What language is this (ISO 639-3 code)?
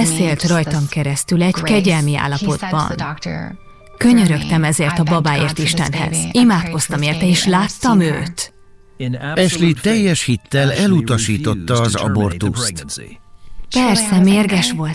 hun